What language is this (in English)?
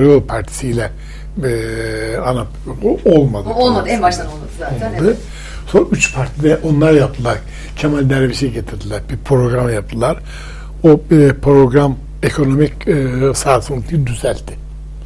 Turkish